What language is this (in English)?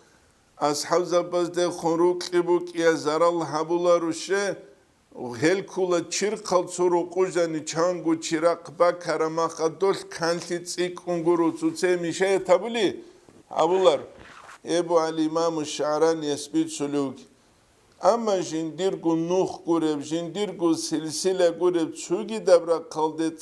Avaric